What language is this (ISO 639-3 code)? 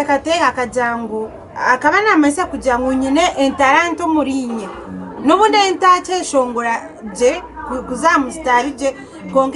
nyn